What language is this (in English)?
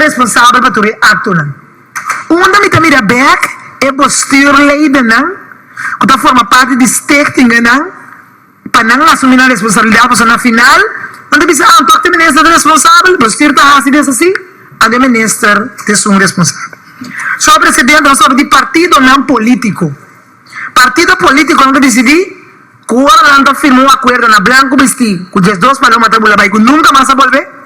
Papiamento